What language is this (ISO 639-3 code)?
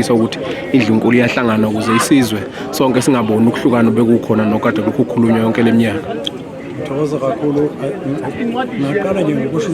zul